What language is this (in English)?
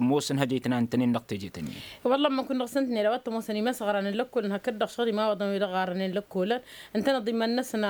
Tamasheq